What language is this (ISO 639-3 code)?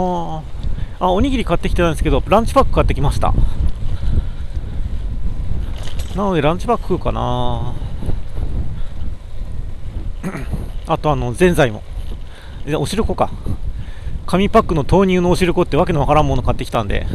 jpn